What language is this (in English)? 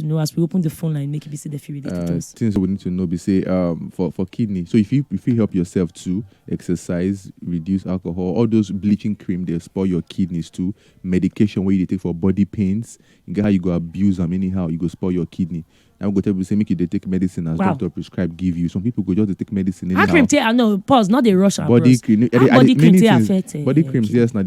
Nigerian Pidgin